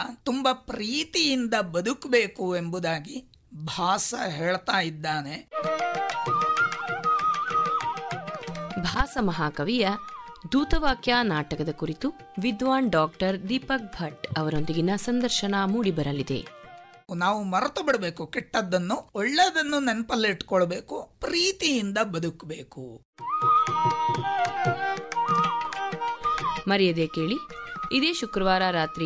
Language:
Kannada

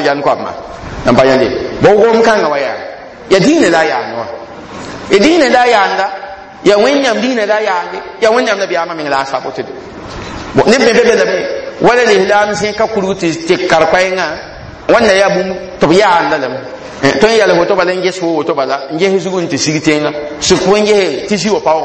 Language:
Mossi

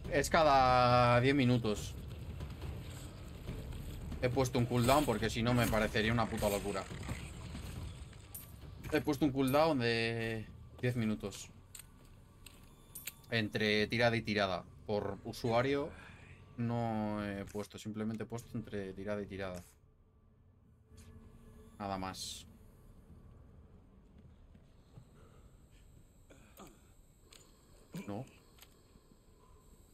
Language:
Spanish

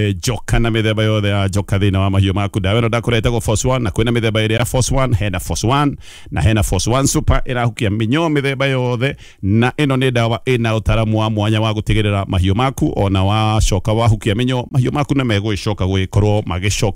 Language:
Kikuyu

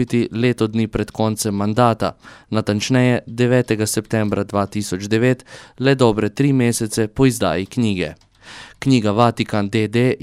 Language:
Slovenian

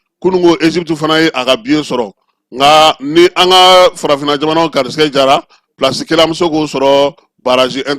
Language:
Bambara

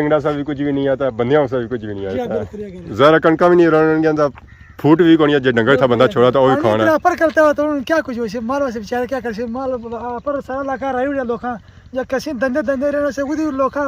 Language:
Pahari-Potwari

